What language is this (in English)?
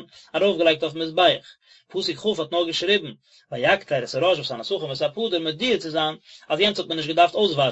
Yiddish